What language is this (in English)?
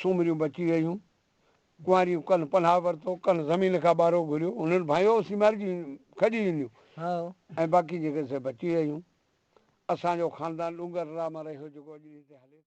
Sindhi